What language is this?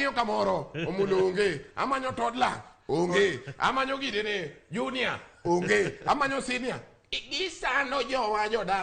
Luo (Kenya and Tanzania)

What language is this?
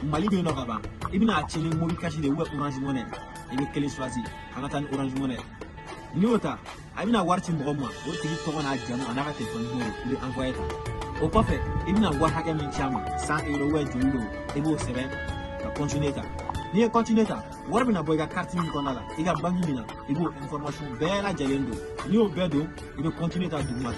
Bambara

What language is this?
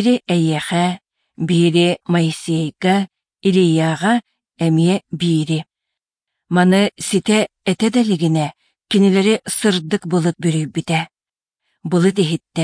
Yakut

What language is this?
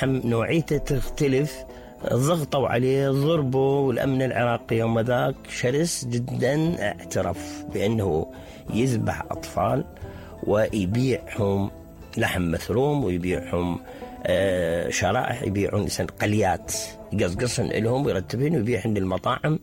Mesopotamian Arabic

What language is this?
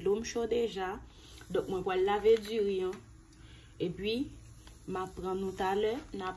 Haitian Creole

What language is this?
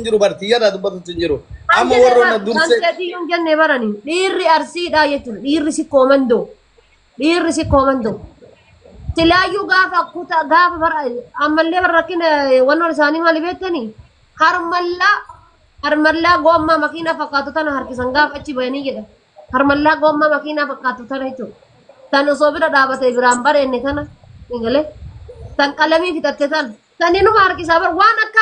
Oromo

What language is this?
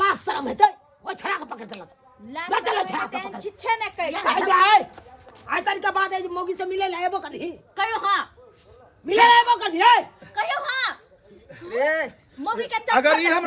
Maithili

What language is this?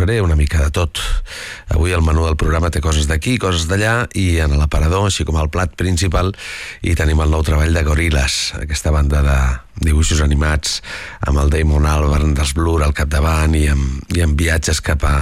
Catalan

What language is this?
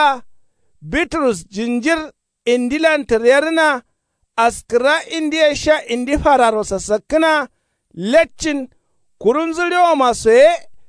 Kanuri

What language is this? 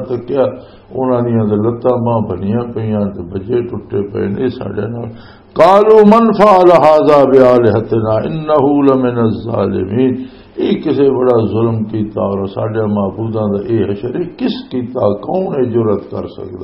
Western Panjabi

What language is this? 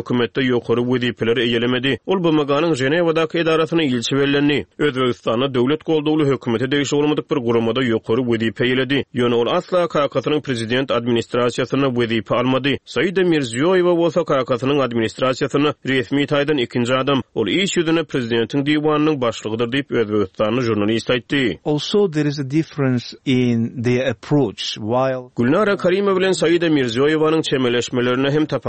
Turkmen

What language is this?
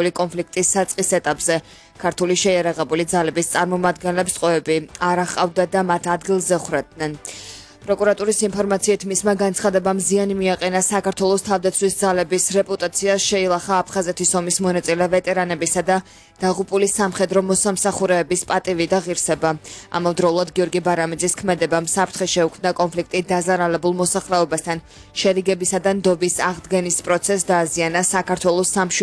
Georgian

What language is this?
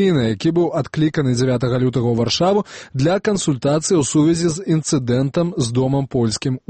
Belarusian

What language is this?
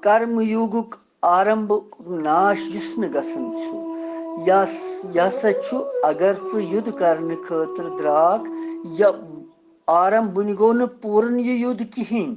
Kashmiri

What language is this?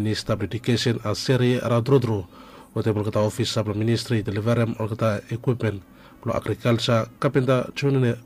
Bislama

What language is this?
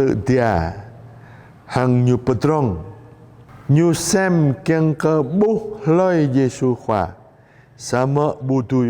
Jarai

